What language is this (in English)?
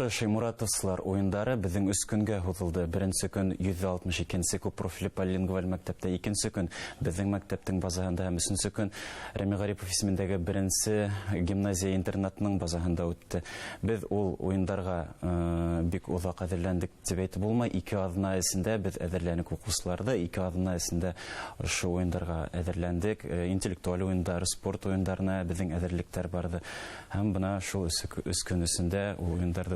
Bashkir